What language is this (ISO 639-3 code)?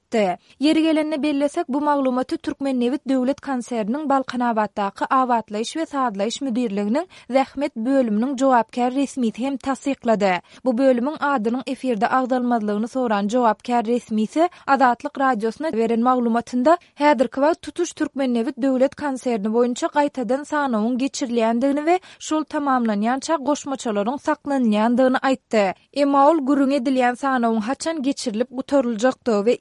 tuk